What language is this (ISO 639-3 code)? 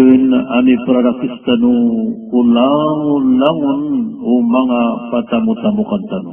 mrw